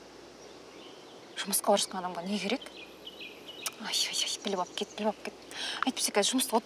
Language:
Kazakh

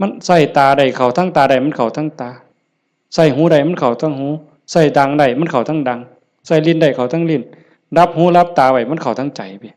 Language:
Northeastern Thai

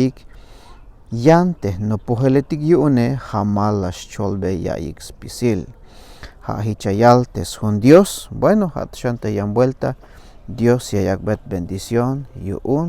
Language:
Tzeltal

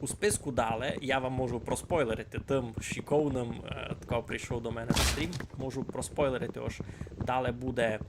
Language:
Rusyn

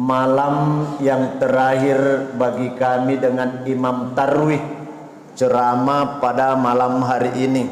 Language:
Buginese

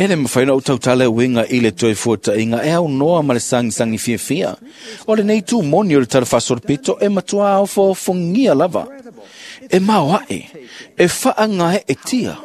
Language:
Samoan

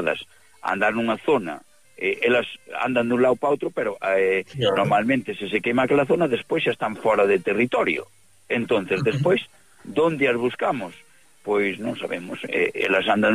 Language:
Galician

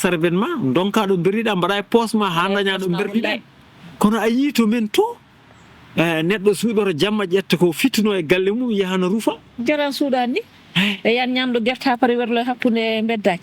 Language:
Fula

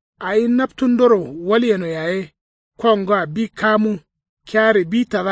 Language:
Kanuri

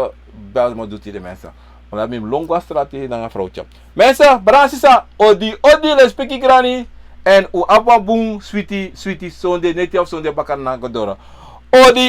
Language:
Sranan Tongo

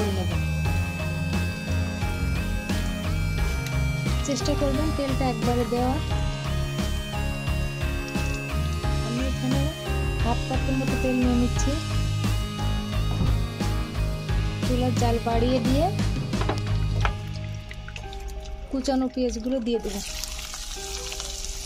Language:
Bangla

